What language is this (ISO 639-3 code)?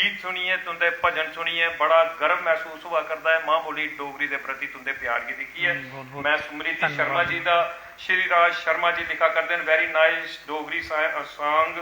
doi